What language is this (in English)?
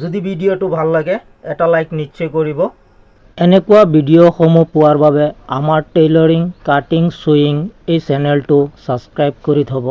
Assamese